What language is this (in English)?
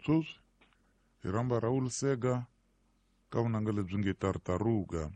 Tsonga